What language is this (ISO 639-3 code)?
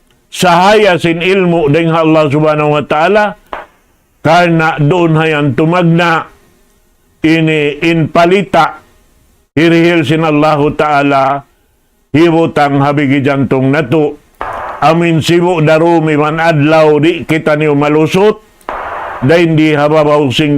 tsg